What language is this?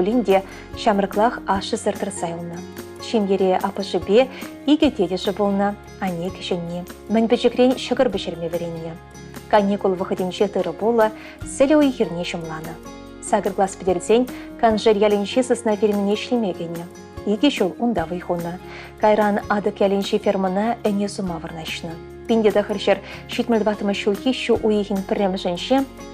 Chuvash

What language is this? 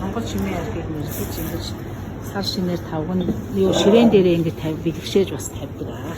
Mongolian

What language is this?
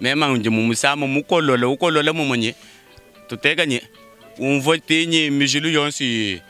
Luba-Lulua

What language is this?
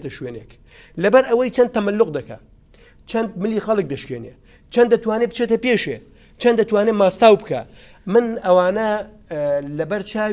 Central Kurdish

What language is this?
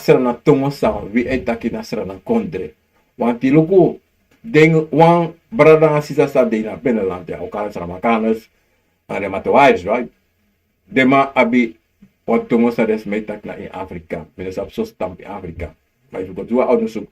Sranan Tongo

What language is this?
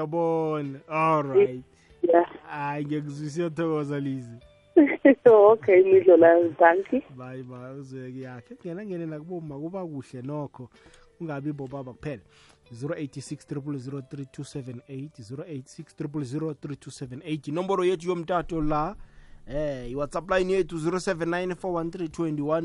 South Ndebele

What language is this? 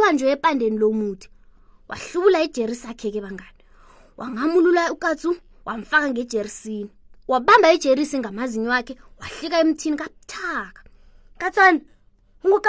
South Ndebele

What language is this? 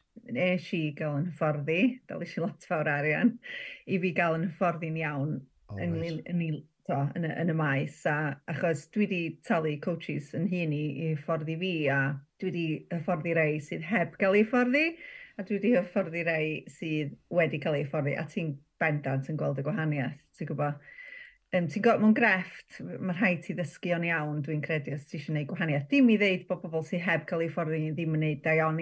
Welsh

